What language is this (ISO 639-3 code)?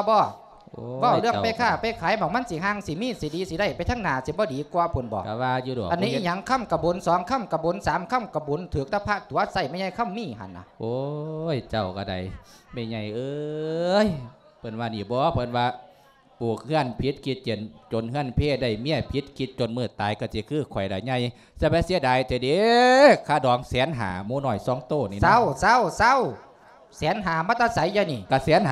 lao